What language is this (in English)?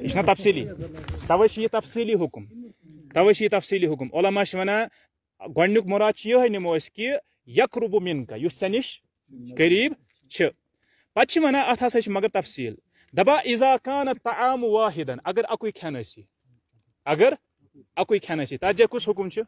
Kashmiri